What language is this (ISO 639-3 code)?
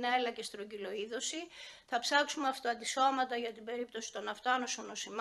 ell